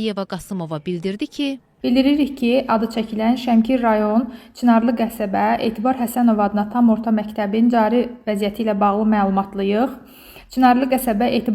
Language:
Azerbaijani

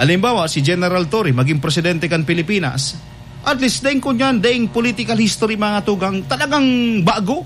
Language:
Bikol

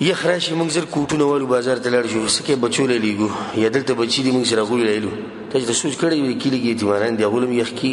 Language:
Pashto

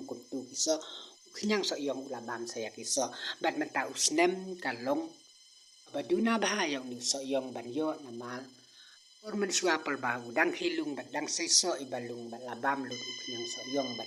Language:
Khasi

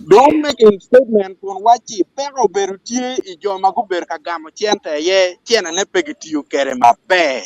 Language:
Acoli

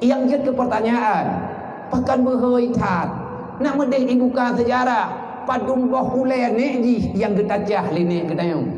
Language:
Achinese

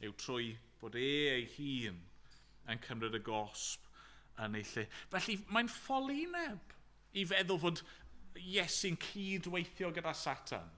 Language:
Welsh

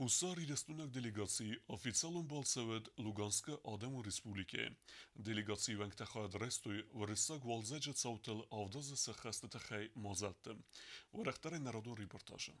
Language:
Ossetic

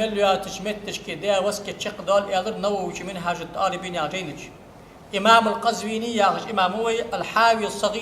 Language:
Ingush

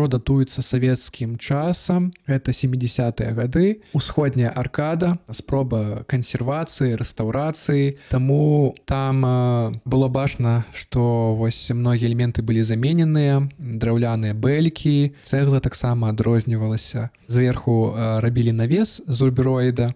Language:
Belarusian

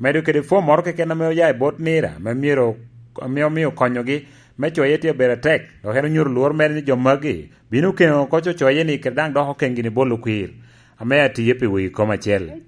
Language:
Lango (Uganda)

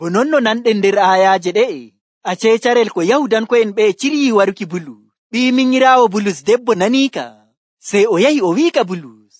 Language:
Nigerian Fulfulde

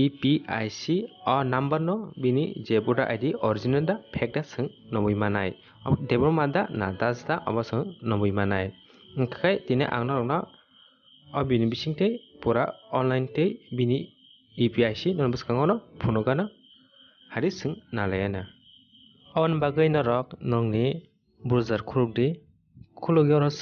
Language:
Kok Borok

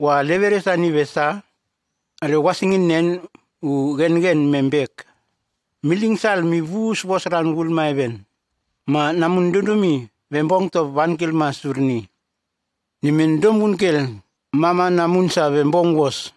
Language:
Nume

